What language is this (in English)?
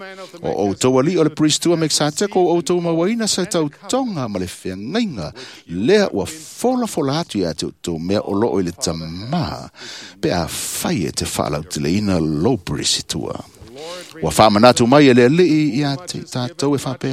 Samoan